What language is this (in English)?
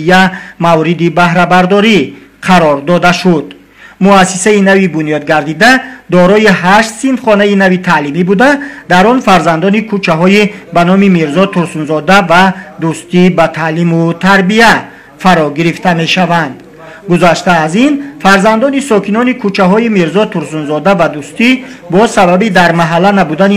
Tajik